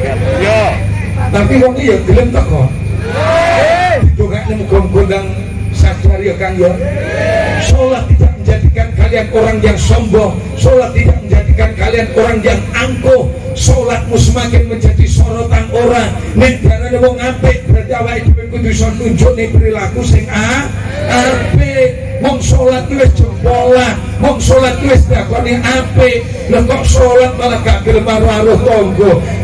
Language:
Javanese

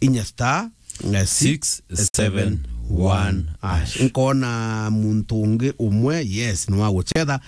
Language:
Meru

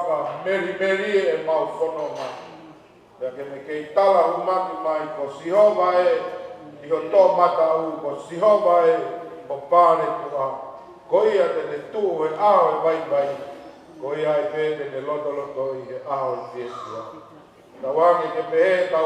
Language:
Tongan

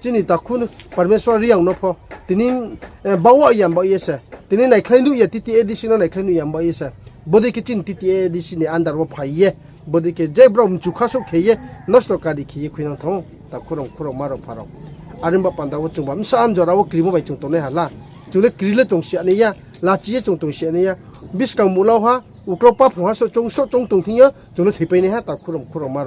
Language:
Riang (India)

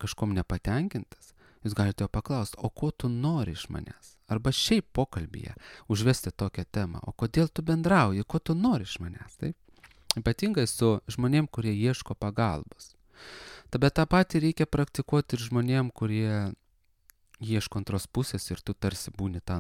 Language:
Lithuanian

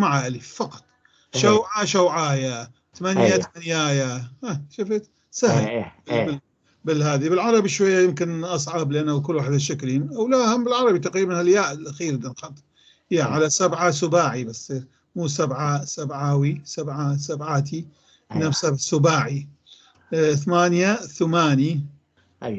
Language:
North Levantine Arabic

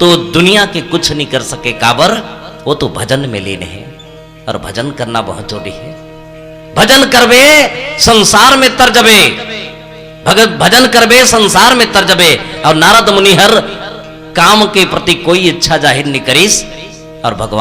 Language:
Chhattisgarhi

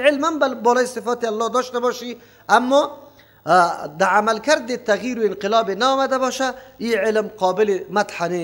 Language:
Persian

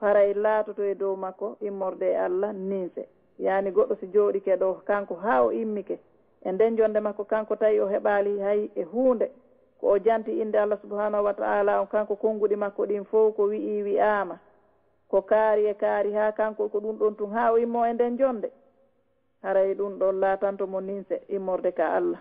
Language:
Fula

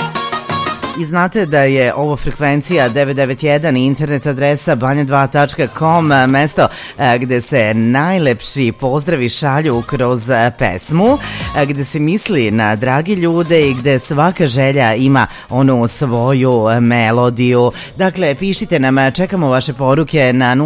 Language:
Serbian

